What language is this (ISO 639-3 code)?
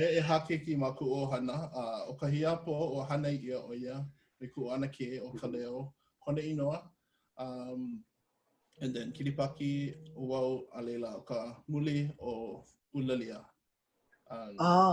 haw